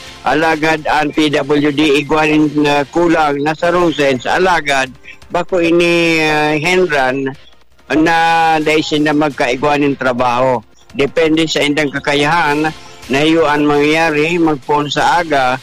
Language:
Bikol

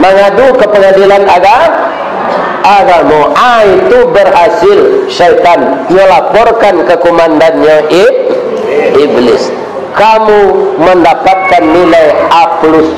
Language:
Minangkabau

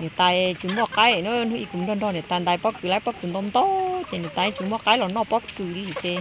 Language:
Hmong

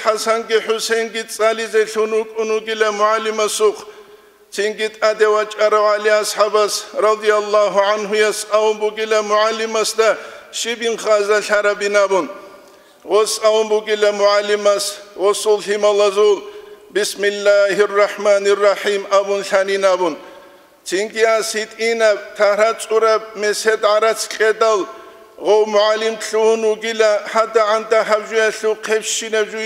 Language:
Avaric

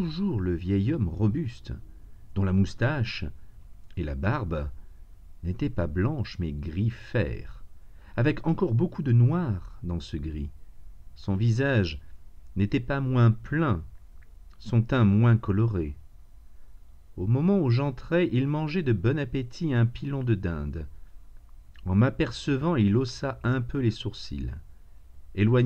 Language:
French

